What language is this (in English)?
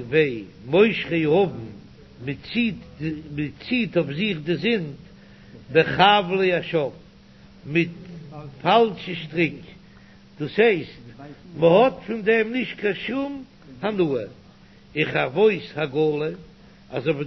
Yiddish